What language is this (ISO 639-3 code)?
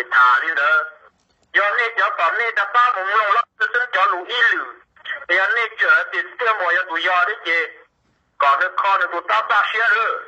hmn